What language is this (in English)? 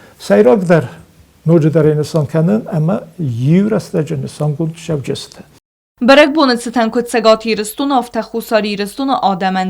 Ossetic